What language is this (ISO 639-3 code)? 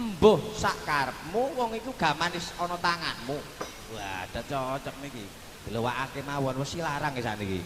jav